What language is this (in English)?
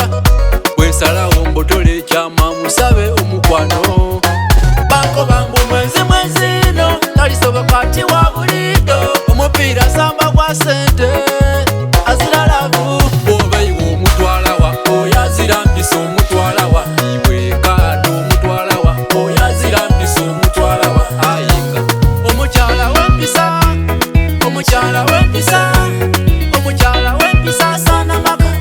Soga